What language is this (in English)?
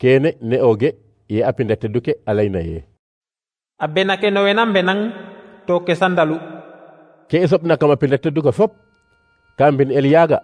Serer